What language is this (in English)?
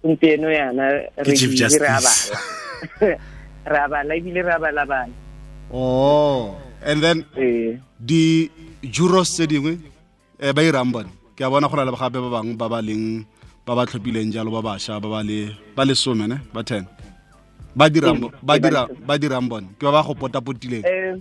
Tswana